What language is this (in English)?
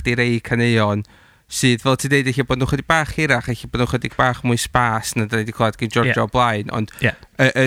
Welsh